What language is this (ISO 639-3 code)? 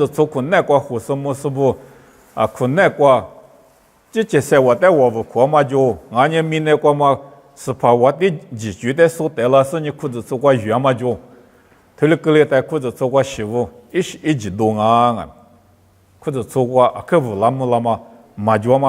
lis